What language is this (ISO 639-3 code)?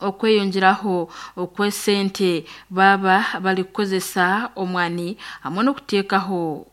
nyn